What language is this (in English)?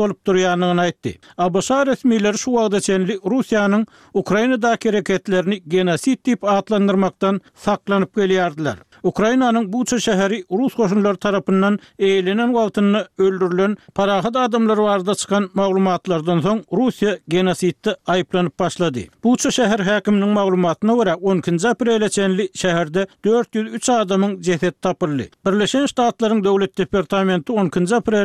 Turkmen